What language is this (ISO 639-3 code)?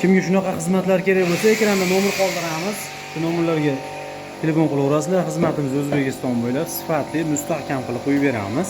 uzb